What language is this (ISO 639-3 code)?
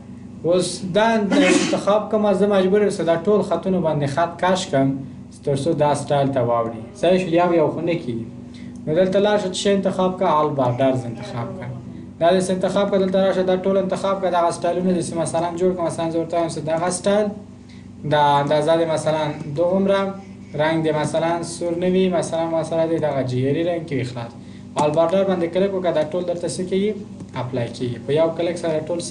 pus